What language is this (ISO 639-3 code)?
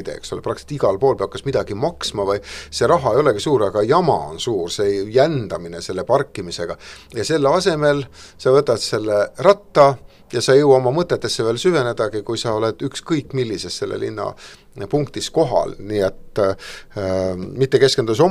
est